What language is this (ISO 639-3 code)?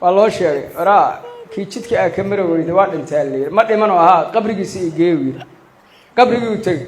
som